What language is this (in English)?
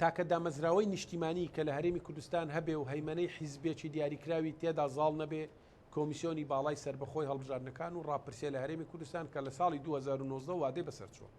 Central Kurdish